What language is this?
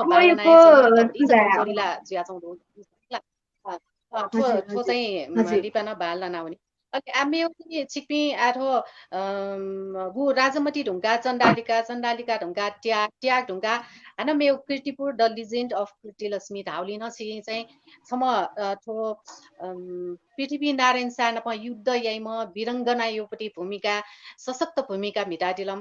Newari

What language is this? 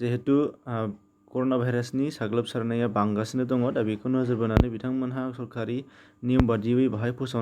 Bodo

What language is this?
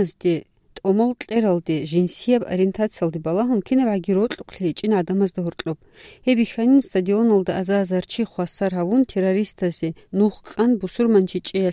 Avaric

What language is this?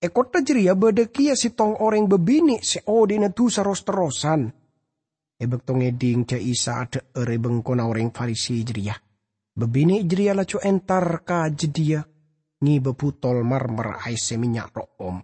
Madurese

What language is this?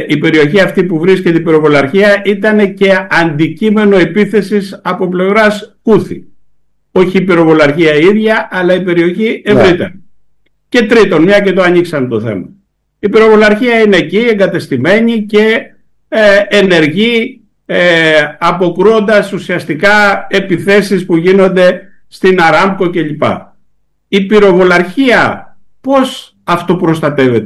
Greek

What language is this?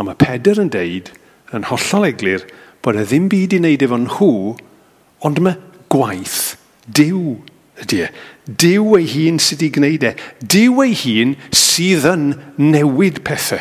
Welsh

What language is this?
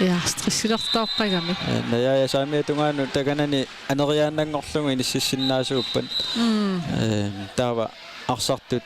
Kalaallisut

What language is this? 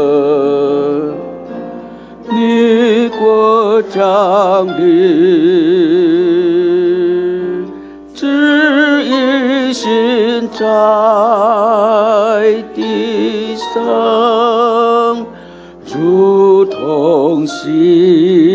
Chinese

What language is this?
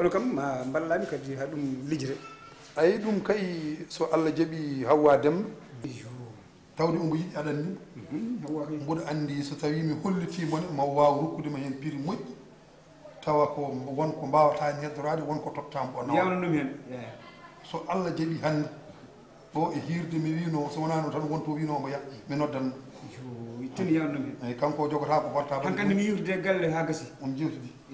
Fula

